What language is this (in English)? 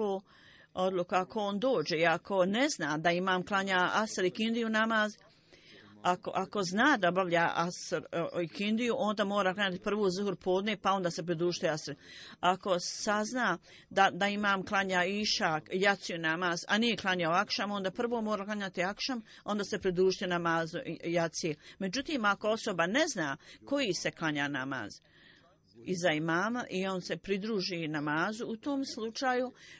Bosnian